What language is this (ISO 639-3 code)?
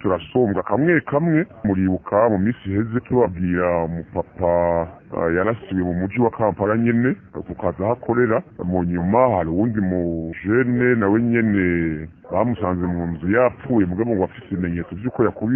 run